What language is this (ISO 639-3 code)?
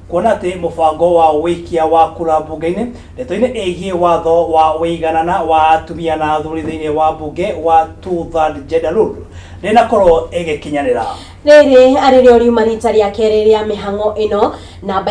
kik